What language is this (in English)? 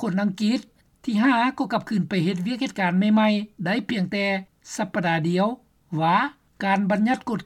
Lao